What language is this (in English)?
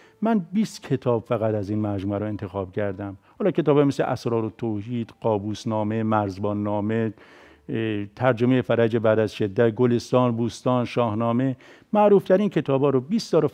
Persian